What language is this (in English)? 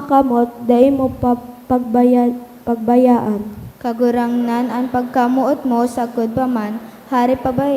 Bikol